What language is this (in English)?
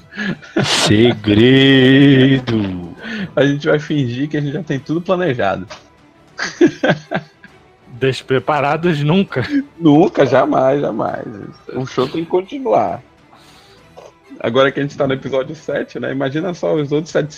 Portuguese